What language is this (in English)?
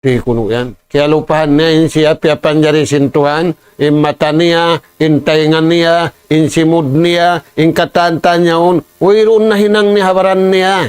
Tausug